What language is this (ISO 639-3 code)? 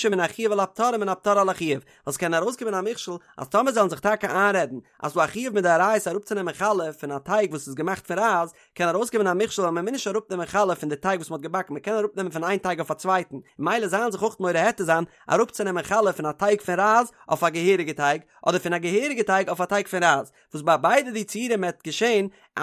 yid